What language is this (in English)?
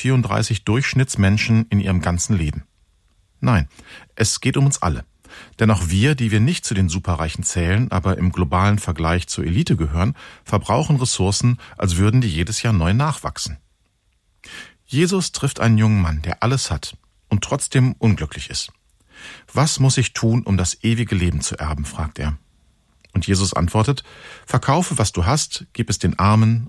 German